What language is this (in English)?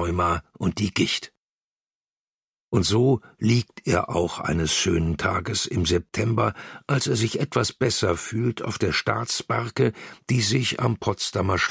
German